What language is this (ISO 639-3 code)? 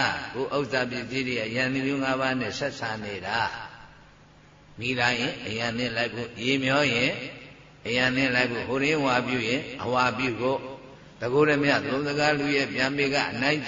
mya